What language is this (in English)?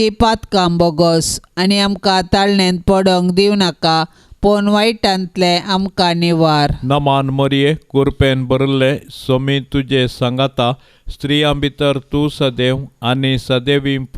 Konkani